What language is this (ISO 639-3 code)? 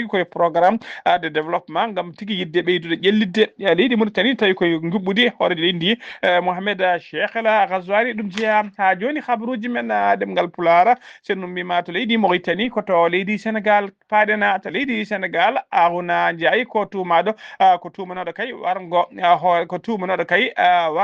ful